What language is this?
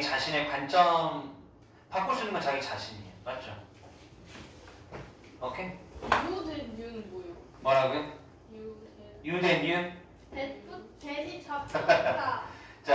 Korean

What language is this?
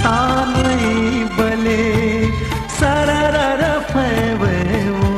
Newari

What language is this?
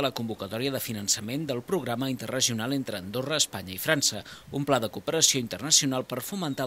Catalan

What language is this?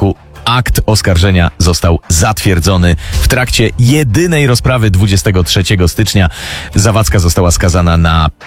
Polish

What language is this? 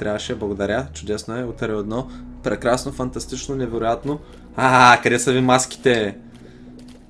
Bulgarian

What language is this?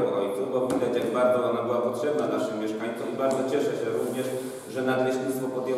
Polish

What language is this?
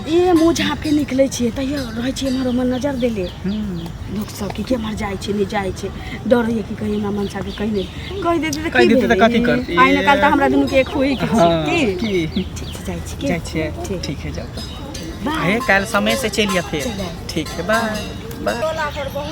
Maithili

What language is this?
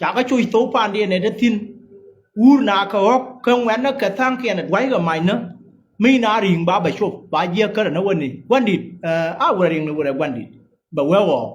Nuer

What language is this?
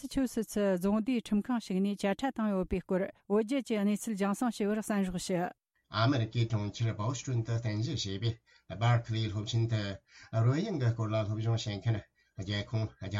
Tibetan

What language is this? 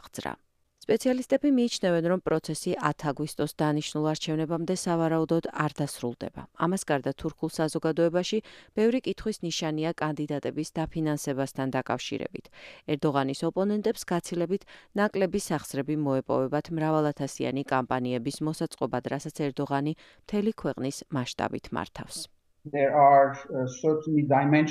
Georgian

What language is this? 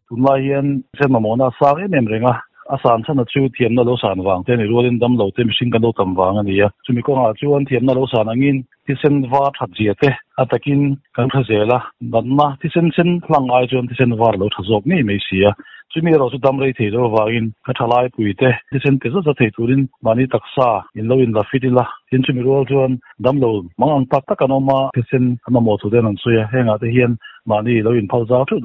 Mizo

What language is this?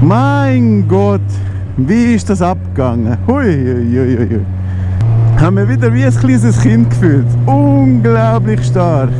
Swiss German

